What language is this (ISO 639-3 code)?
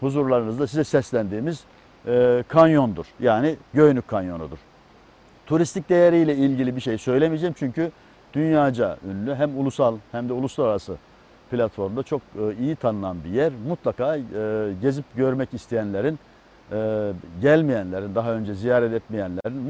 tur